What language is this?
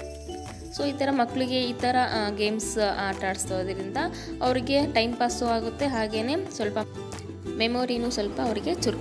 Kannada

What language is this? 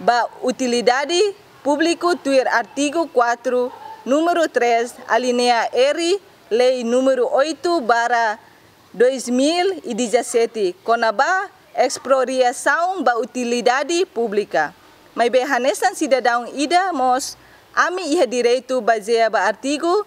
Tetum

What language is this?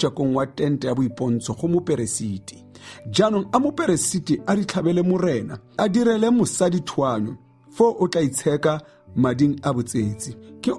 Tswana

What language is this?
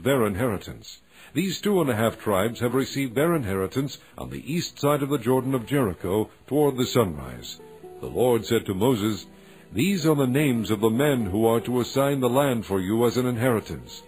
English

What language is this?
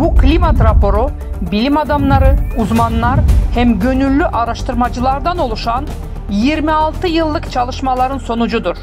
Gagauz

